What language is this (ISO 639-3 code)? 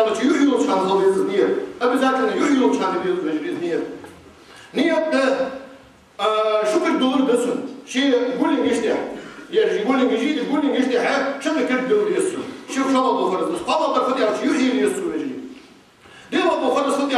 inh